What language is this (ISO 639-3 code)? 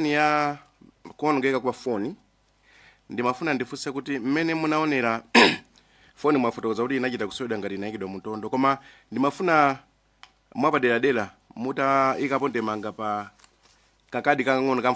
nya